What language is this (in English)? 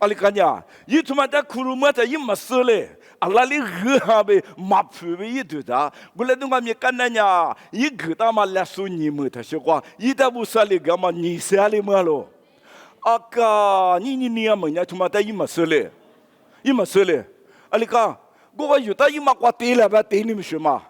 Lisu